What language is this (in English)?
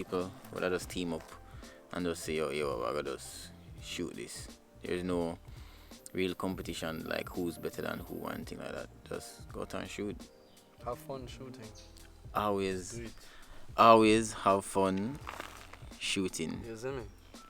Jamaican Creole English